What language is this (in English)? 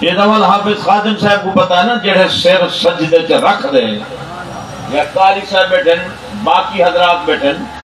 Saraiki